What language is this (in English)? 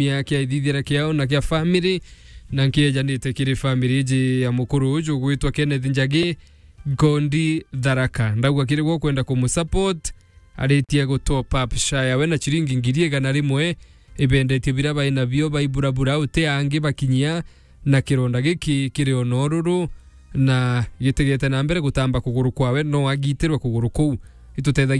Meru